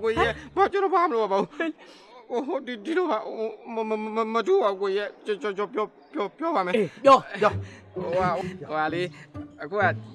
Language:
Burmese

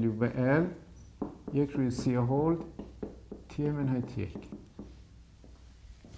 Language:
Persian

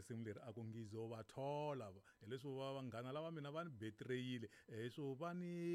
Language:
Tsonga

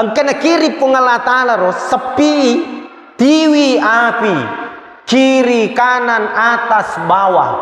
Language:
Buginese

